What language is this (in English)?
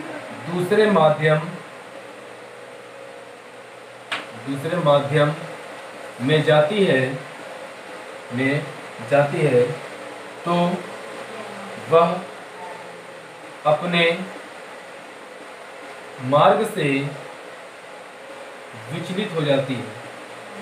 Hindi